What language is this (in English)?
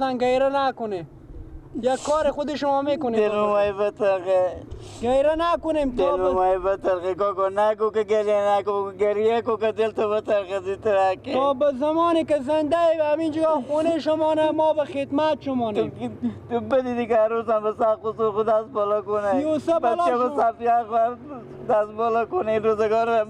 Persian